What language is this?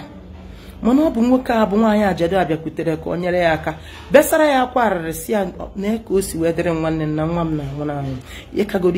Igbo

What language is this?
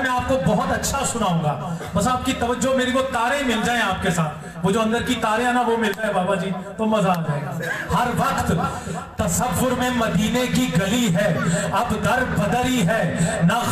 Urdu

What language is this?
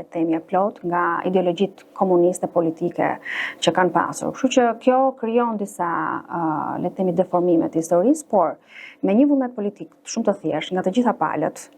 Albanian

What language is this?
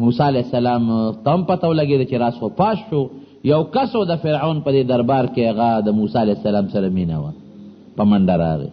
Pashto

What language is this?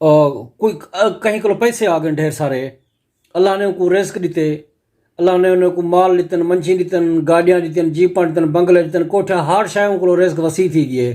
Saraiki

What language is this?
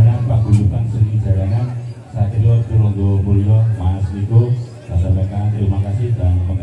Indonesian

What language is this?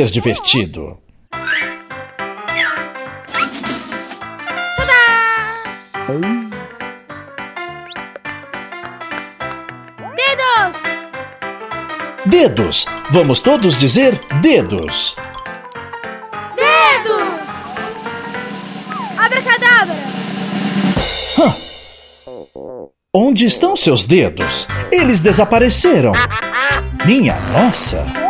Portuguese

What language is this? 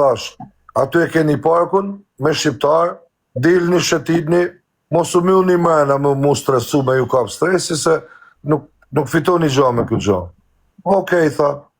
Albanian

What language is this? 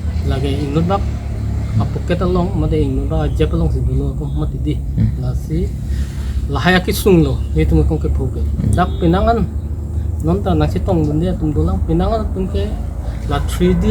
Karbi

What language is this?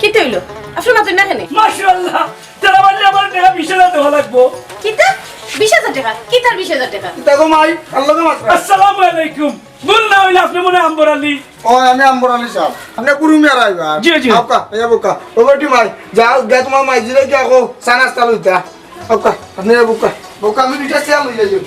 Sylheti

